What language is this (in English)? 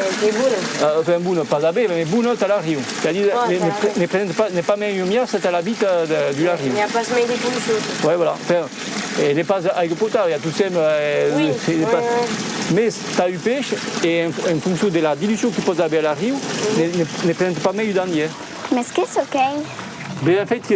Occitan